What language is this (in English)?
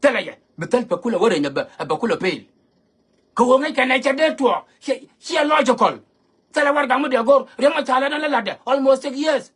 Nuer